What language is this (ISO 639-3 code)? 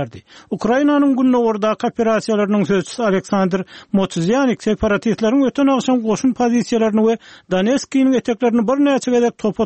kir